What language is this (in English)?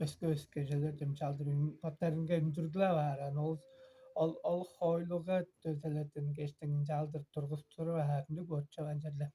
Tuvinian